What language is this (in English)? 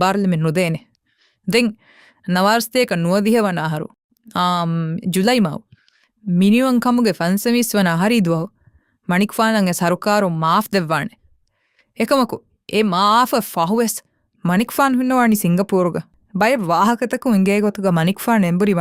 Divehi